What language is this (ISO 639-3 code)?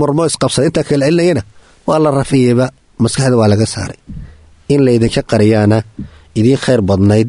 som